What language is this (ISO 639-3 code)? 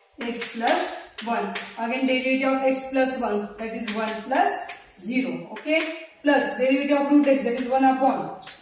mar